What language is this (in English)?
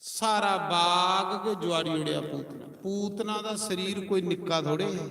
Dogri